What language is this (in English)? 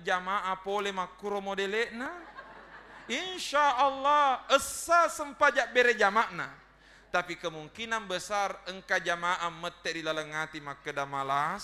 Buginese